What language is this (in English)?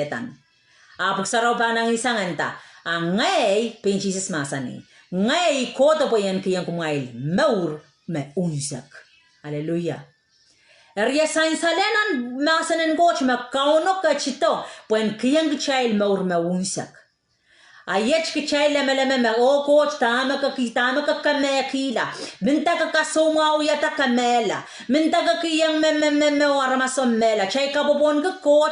Pohnpeian